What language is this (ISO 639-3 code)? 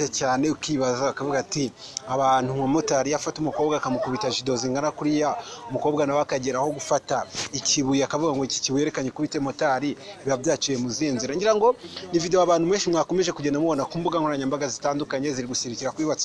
kin